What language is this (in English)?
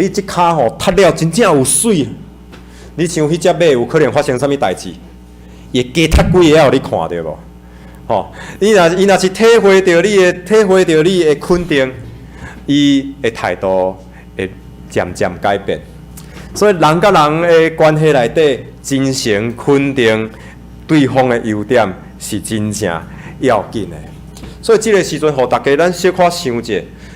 Min Nan Chinese